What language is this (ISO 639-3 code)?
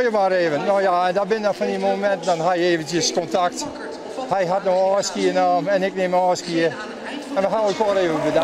fry